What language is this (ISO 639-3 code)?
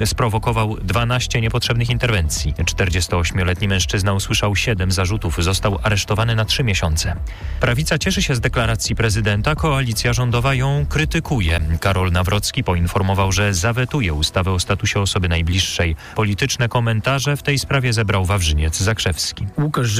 pol